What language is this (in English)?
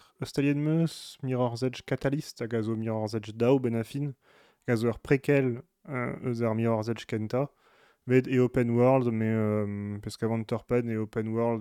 Breton